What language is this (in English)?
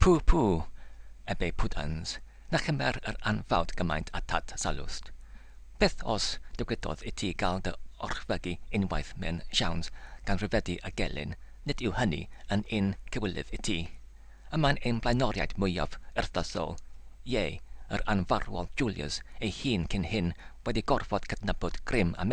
Welsh